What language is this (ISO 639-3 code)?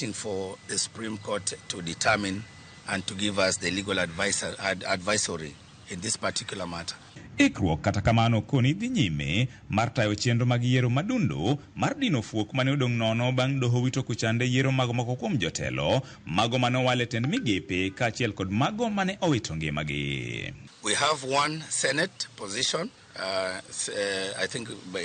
luo